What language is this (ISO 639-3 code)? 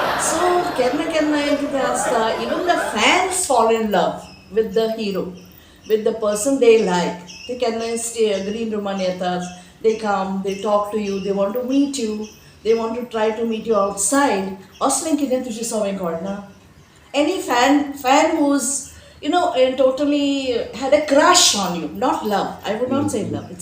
kok